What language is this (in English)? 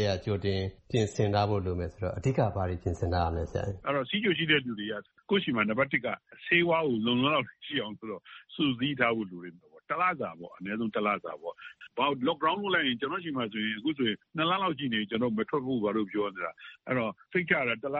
Burmese